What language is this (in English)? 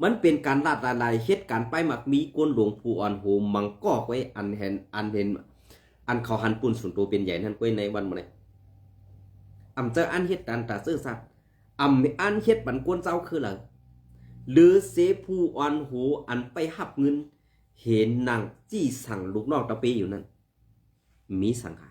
Shan